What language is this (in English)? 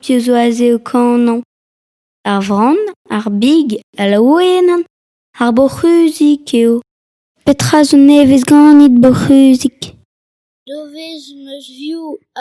Breton